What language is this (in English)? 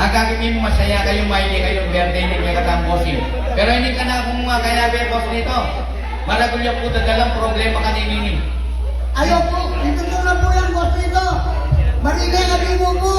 Pampanga